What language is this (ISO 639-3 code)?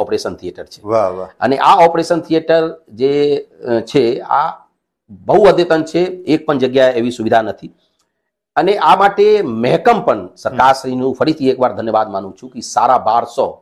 guj